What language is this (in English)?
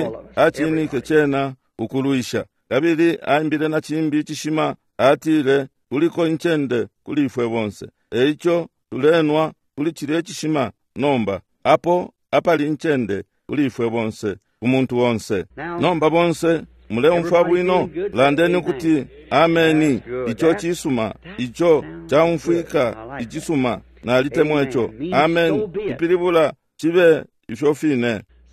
Bemba